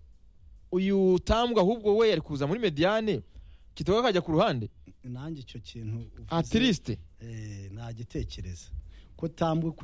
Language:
Kinyarwanda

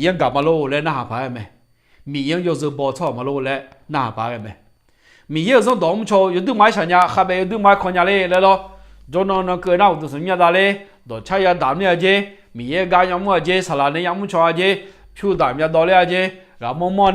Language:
Akha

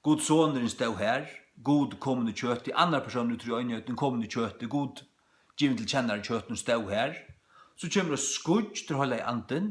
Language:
Faroese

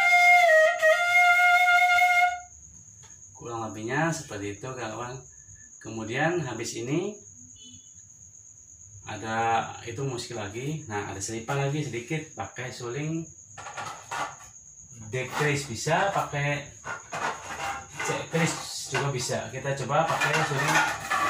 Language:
Indonesian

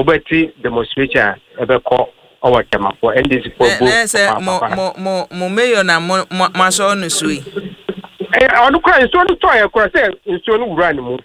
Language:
Akan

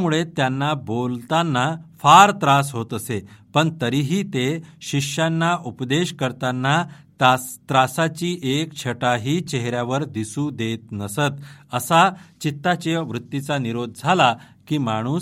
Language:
Marathi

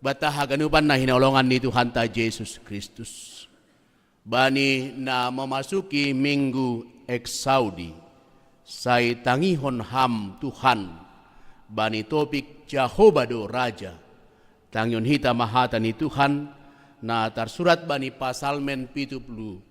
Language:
Batak Simalungun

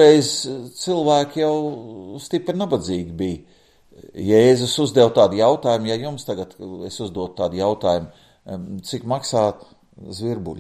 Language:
Latvian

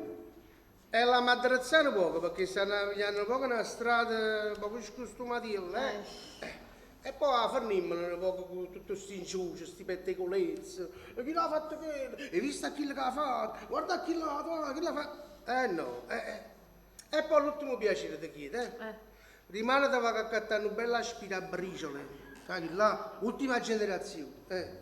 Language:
Neapolitan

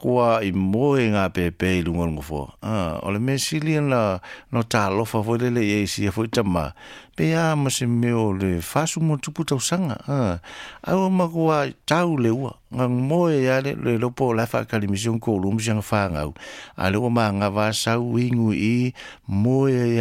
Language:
Samoan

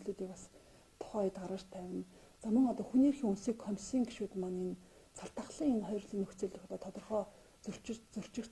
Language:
Mongolian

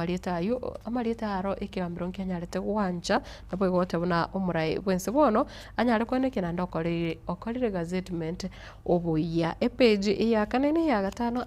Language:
Gusii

